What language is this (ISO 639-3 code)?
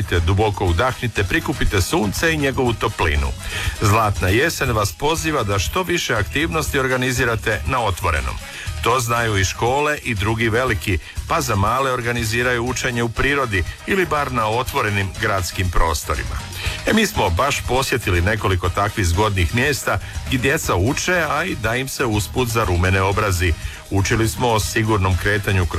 hrv